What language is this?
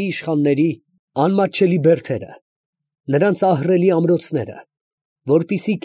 Armenian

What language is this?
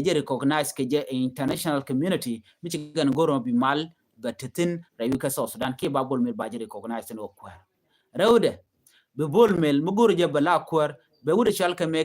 Nuer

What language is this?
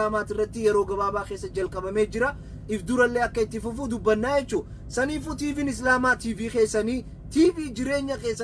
Oromo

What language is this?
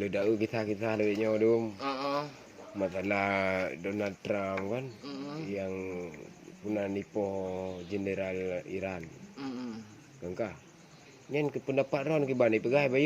Achinese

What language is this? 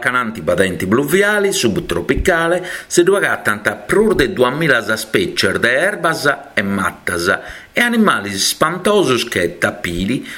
Sardinian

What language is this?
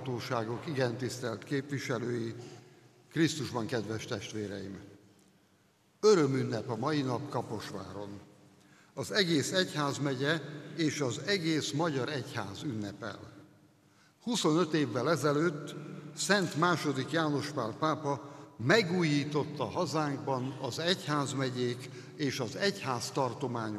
Hungarian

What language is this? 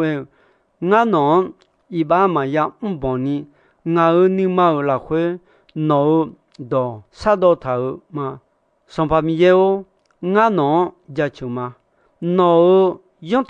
Akha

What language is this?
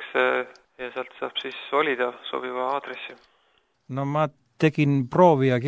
Estonian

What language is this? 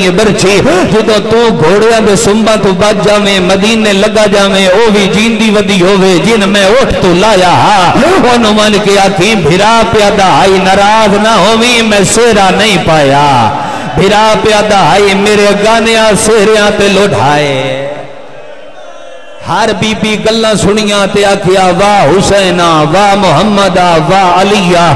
Western Panjabi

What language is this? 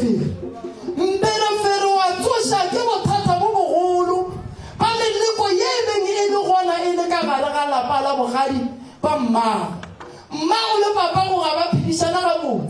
Northern Sotho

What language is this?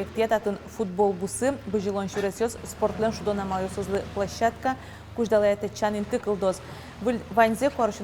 Udmurt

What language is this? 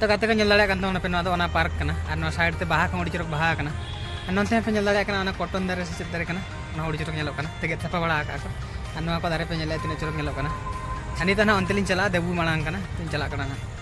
Santali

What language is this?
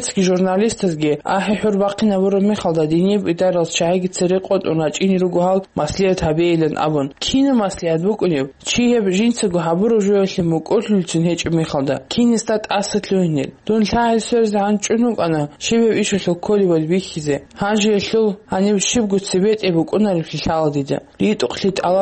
Avaric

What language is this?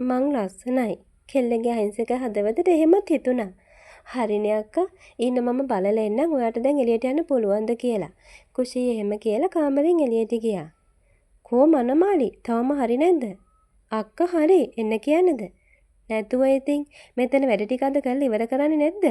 Sinhala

